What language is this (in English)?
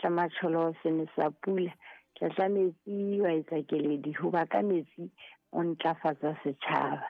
Southern Sotho